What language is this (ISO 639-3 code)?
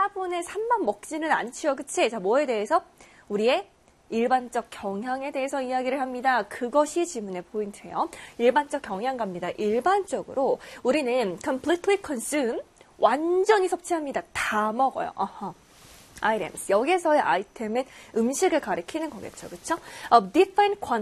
kor